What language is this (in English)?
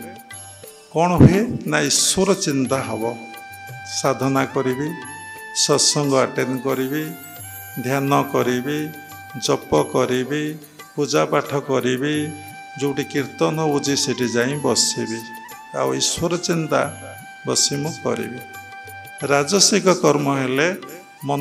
Odia